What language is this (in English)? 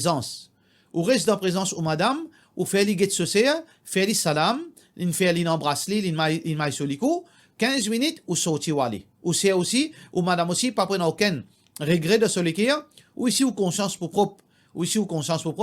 Morisyen